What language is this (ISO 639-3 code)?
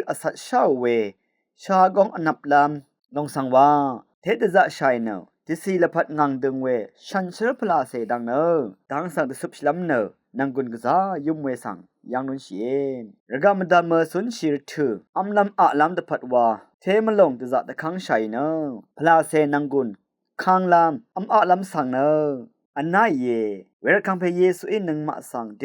raw